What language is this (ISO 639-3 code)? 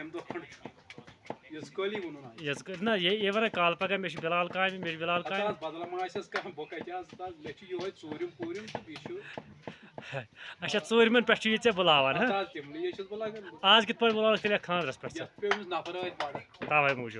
kas